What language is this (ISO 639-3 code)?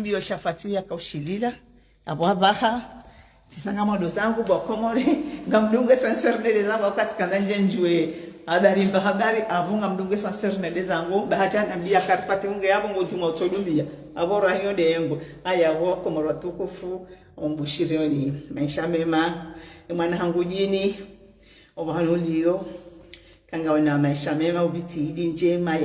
zdj